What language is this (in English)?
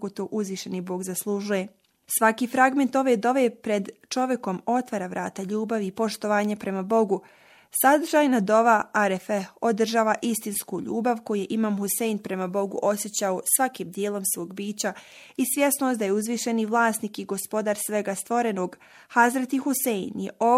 Bosnian